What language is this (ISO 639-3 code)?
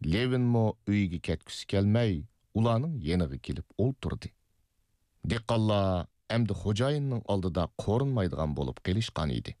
uig